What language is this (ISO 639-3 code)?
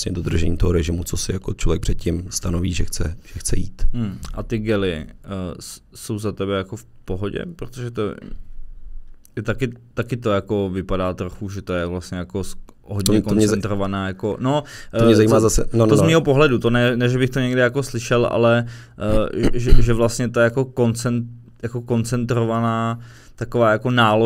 ces